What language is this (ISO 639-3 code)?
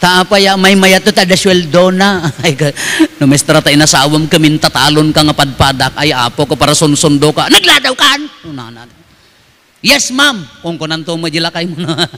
ilo